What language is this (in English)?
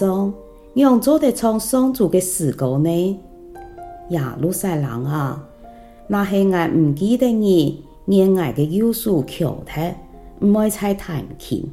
Hakka Chinese